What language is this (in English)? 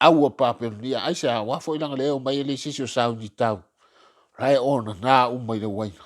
Samoan